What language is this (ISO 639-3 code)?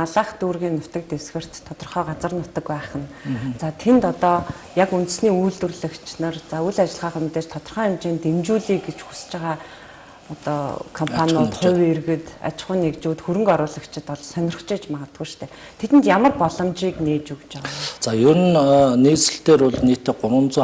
mon